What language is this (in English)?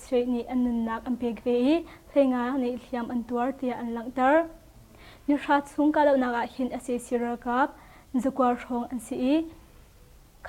Hakha Chin